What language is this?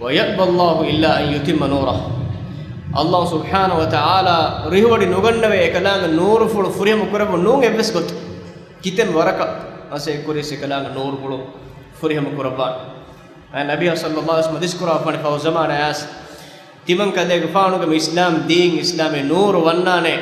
Divehi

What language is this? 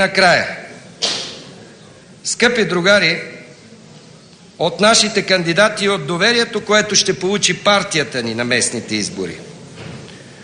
Bulgarian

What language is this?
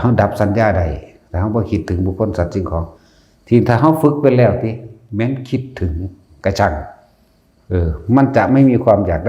Northeastern Thai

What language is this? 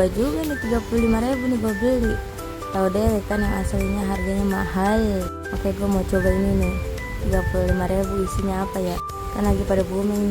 Betawi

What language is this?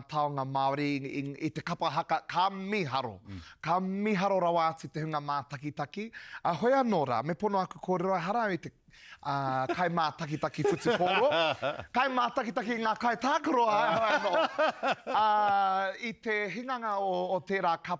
Māori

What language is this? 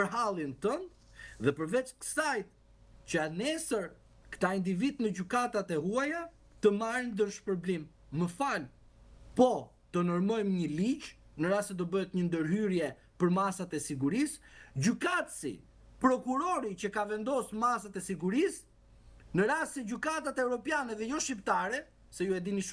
Albanian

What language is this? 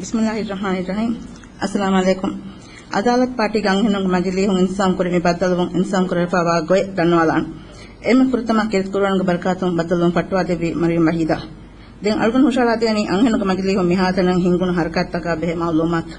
Divehi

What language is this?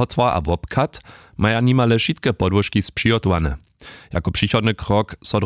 Upper Sorbian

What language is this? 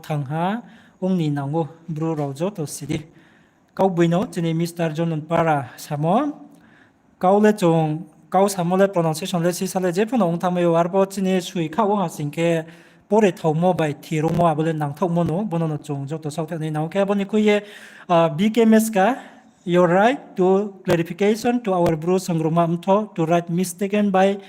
Riang (India)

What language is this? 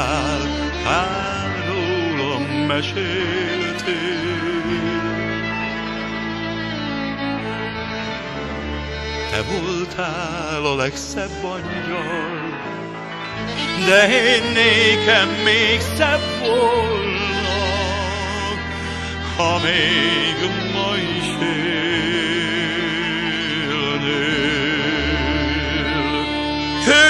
Hungarian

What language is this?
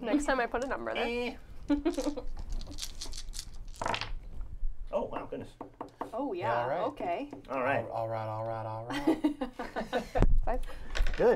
English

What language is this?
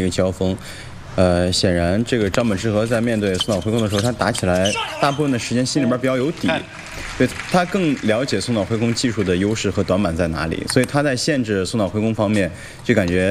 Chinese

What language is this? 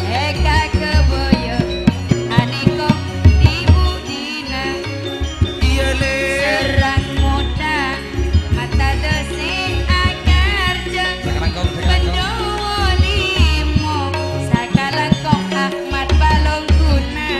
Madurese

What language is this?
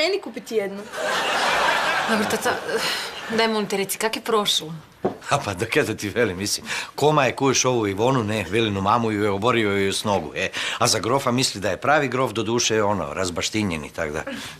Croatian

